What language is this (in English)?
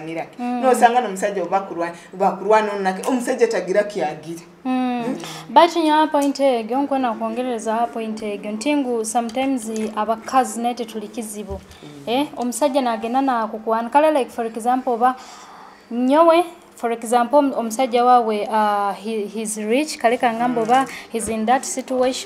Nyoro